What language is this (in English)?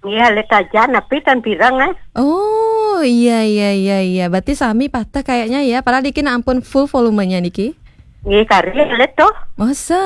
Balinese